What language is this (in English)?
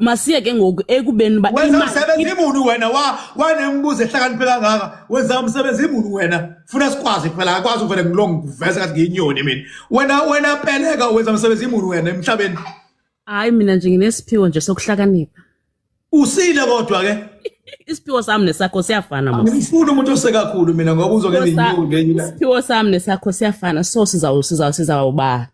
Zulu